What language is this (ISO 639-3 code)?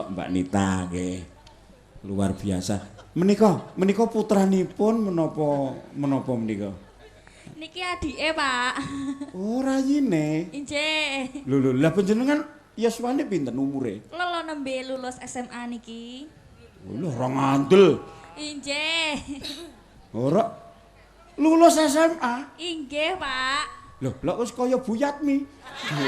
jav